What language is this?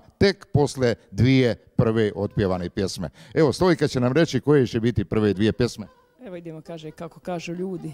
Croatian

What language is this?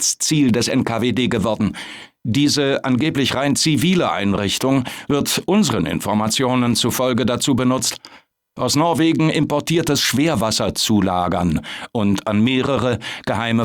Bavarian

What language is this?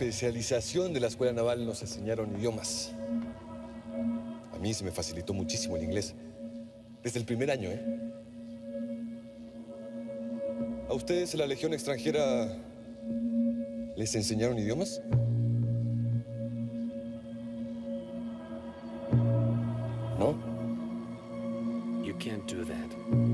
Spanish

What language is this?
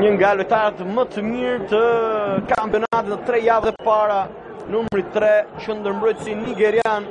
Albanian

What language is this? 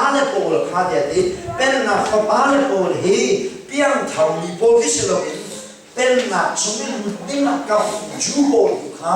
Hakha Chin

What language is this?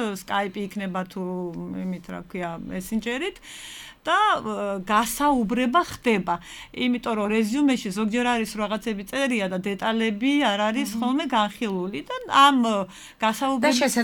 Georgian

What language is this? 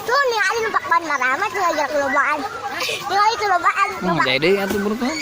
Sundanese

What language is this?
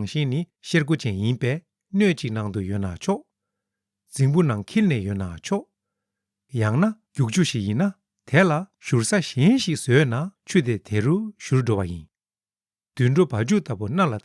Tibetan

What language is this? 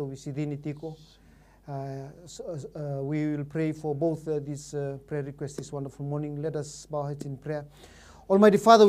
Fijian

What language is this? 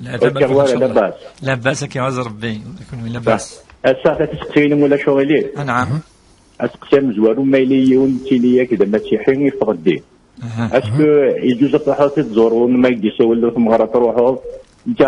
Kabyle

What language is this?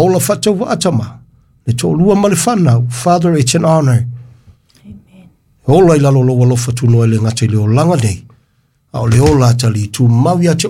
Samoan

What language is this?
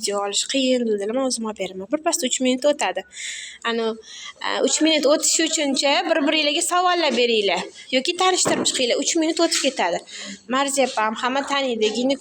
Uzbek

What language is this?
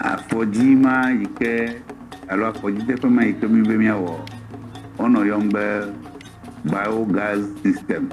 Ewe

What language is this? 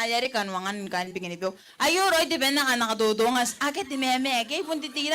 Gilbertese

